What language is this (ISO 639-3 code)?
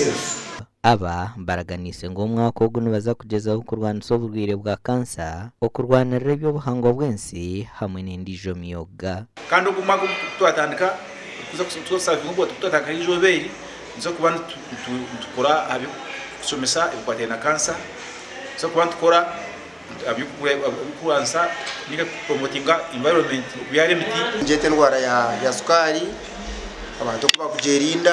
nyn